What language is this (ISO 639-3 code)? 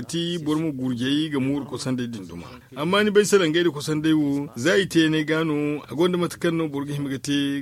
dje